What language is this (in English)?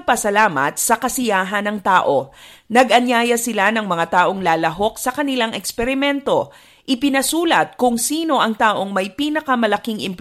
Filipino